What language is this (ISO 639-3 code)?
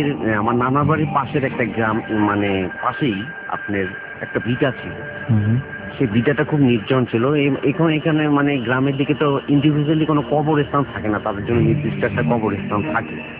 ben